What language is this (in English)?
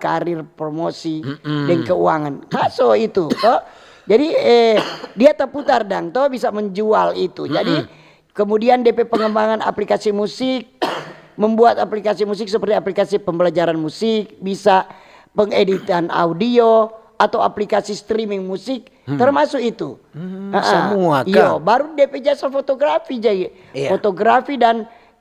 Manado Malay